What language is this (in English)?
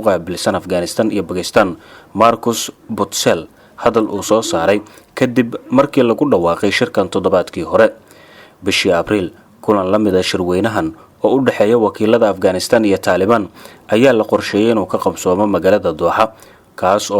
Somali